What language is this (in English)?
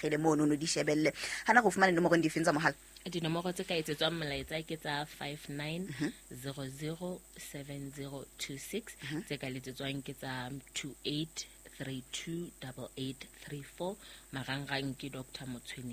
Southern Sotho